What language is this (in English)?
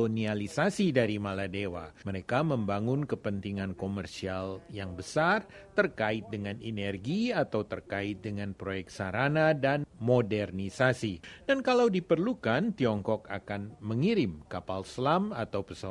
Indonesian